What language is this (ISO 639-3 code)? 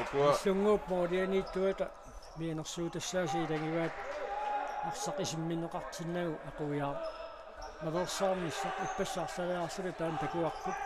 kal